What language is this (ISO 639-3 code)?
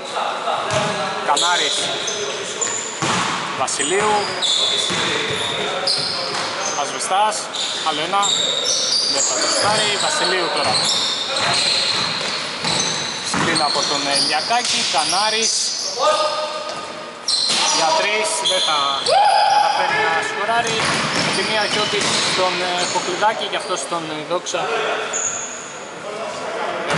ell